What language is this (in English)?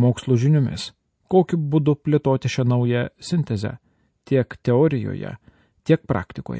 Lithuanian